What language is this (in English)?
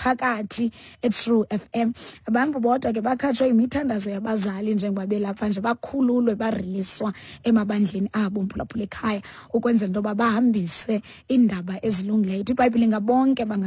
Xhosa